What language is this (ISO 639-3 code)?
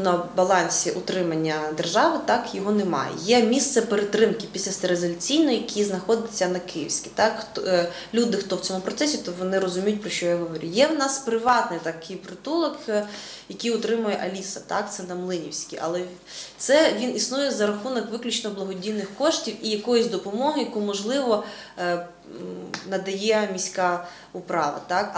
ukr